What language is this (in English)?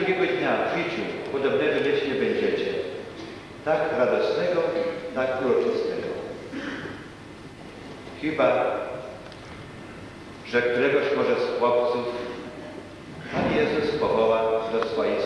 Polish